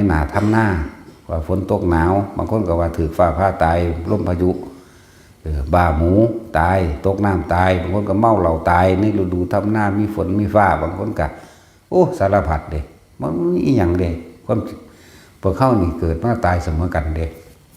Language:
Northeastern Thai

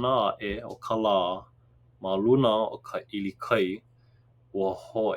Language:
Hawaiian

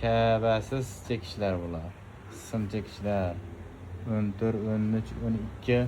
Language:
Uzbek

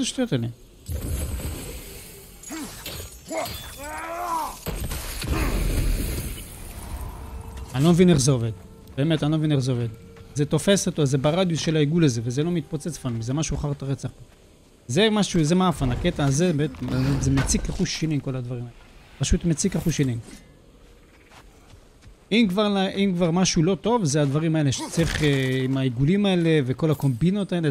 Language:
Hebrew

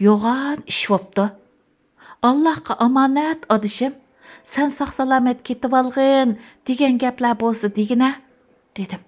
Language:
Uyghur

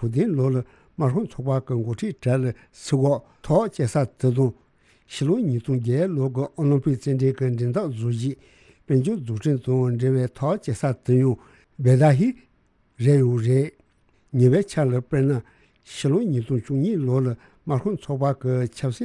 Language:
Tibetan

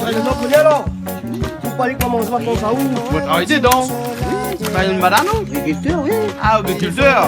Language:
Réunion Creole French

